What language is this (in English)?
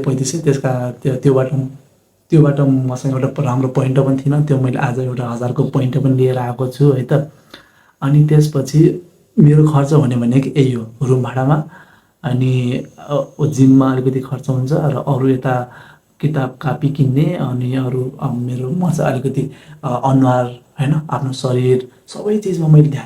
Nepali